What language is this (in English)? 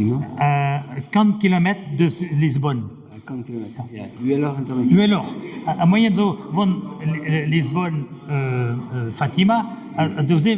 Breton